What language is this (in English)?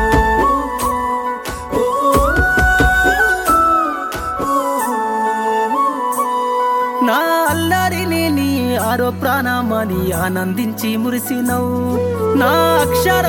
Telugu